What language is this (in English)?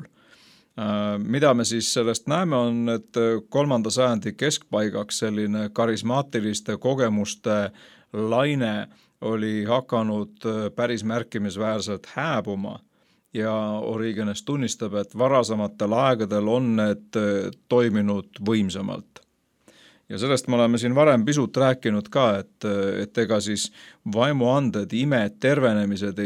Estonian